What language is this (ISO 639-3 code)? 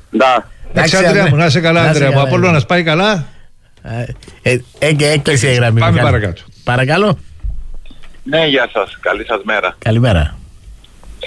ell